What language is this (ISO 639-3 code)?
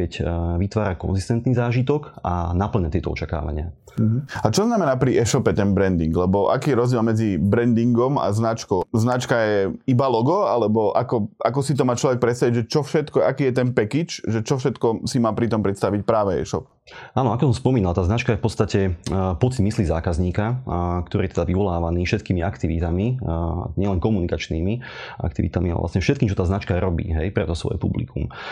slk